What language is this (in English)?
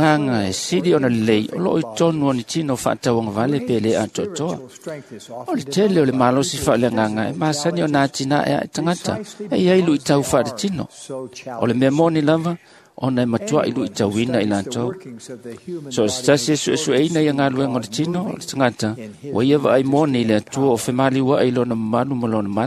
Samoan